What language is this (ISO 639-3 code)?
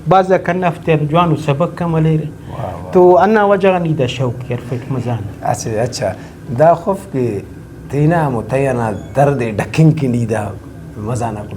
brh